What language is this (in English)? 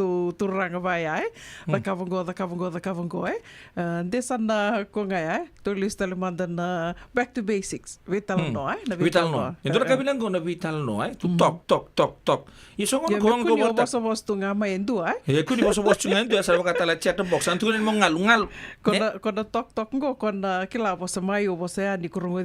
Fijian